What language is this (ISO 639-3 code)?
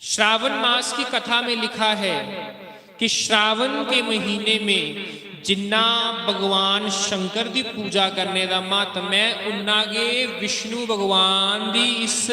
doi